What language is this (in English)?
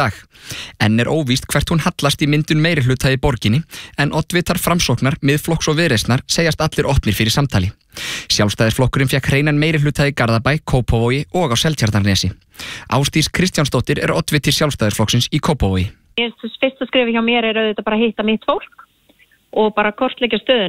Icelandic